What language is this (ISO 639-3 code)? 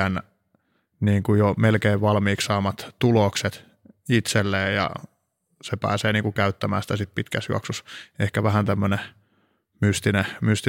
fin